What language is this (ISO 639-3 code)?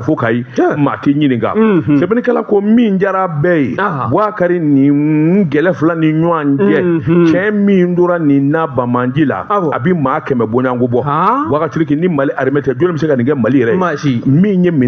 bam